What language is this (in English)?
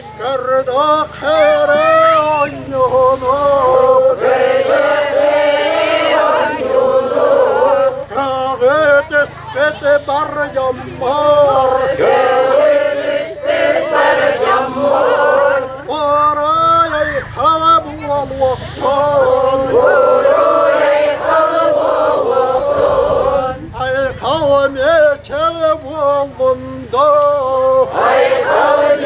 Yakut